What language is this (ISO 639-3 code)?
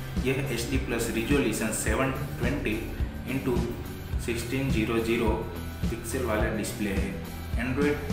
hin